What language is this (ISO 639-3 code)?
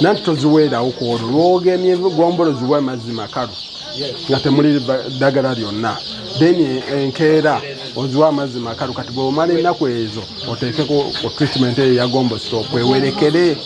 lug